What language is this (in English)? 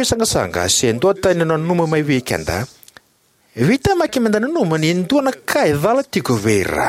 Fijian